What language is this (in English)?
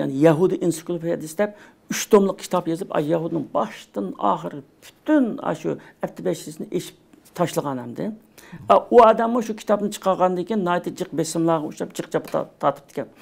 Uyghur